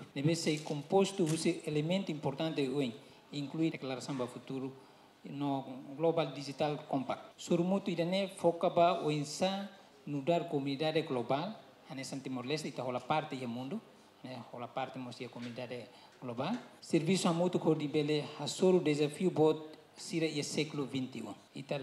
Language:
Tetum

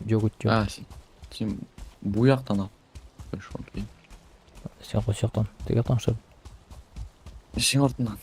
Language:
Tatar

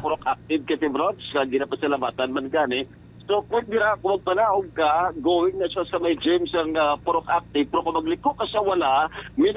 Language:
Hiligaynon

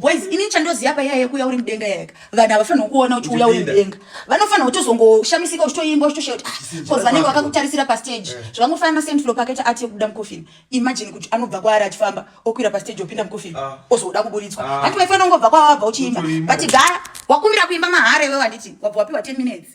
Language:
Shona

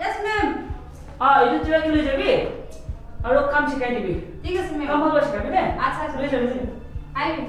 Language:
Naga Pidgin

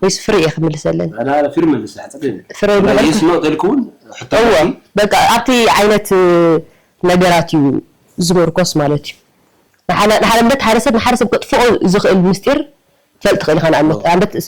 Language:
Tigrinya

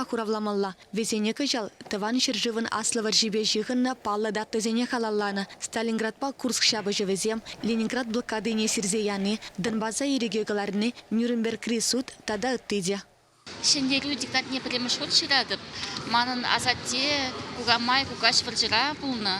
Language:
Chuvash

